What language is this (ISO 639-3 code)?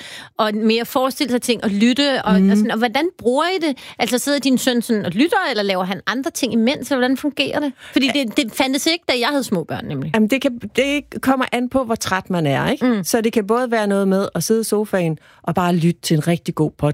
dan